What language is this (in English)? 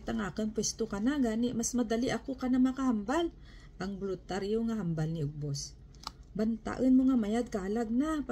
Kinaray-a